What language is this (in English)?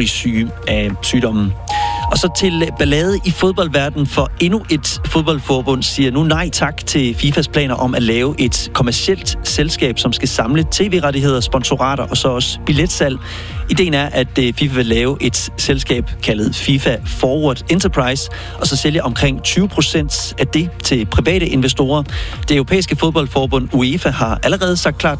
Danish